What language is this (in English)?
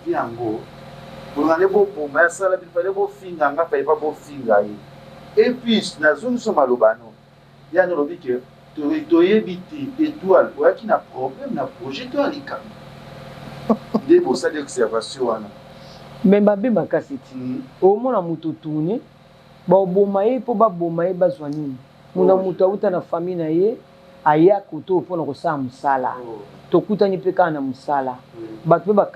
Lingala